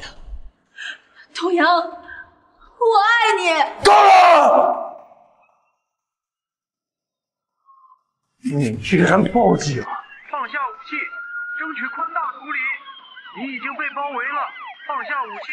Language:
Chinese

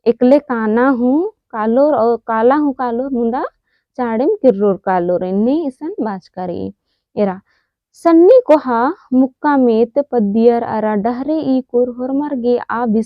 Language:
Kurukh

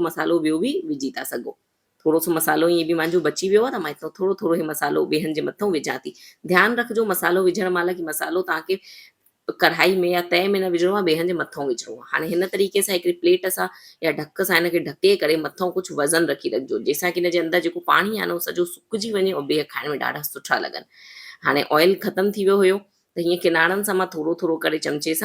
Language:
Sindhi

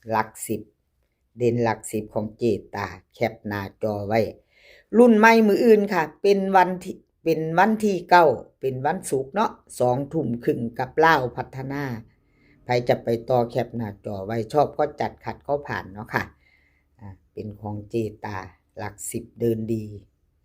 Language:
Northeastern Thai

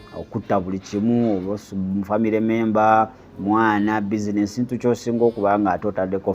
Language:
Ganda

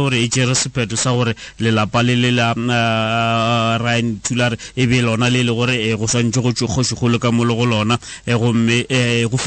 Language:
Northern Sotho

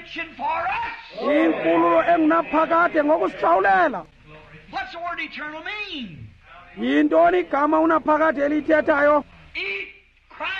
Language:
Xhosa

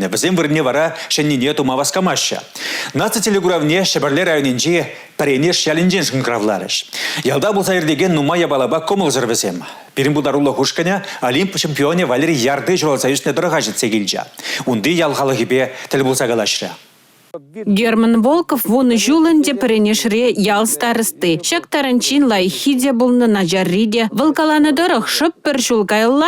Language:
Chuvash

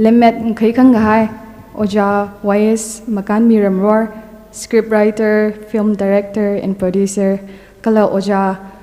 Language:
Tangkhul Naga (India)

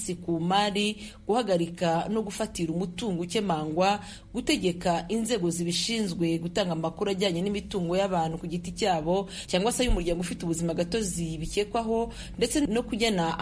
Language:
Kinyarwanda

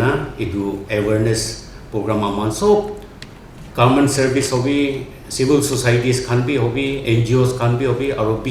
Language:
Naga Pidgin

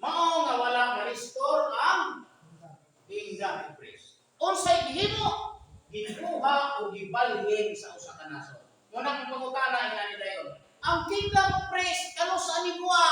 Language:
Cebuano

